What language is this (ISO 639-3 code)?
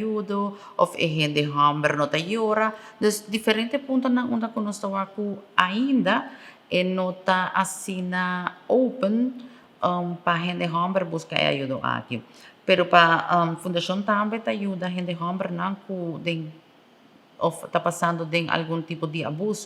pap